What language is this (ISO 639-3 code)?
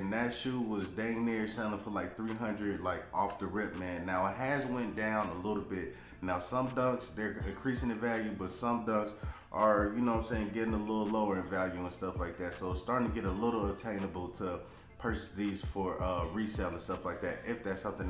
eng